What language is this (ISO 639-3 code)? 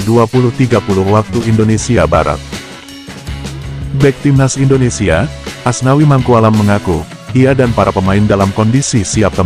ind